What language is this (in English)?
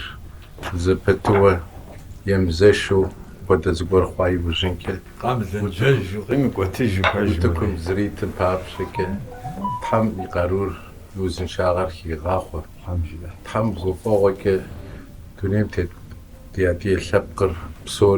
Kabardian